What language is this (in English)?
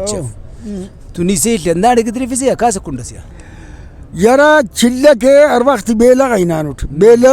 Brahui